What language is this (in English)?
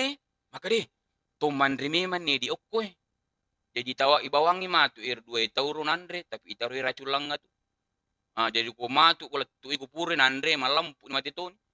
Buginese